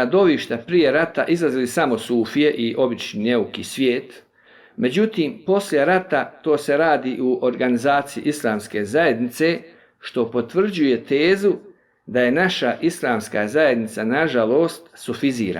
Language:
Bosnian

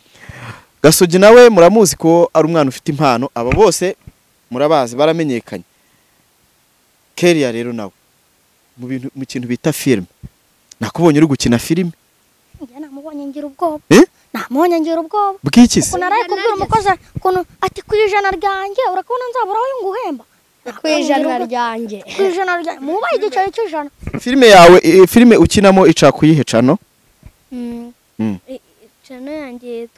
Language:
Kinyarwanda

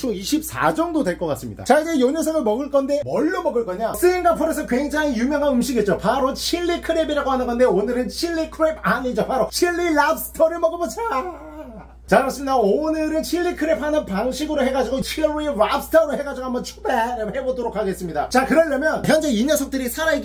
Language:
Korean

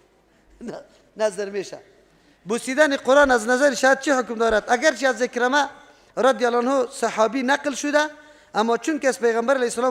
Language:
Persian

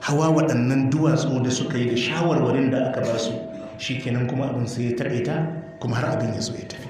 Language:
Hausa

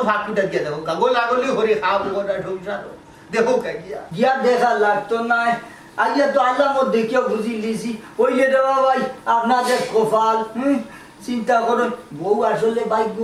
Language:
Sylheti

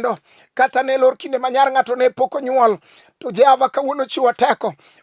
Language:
Luo (Kenya and Tanzania)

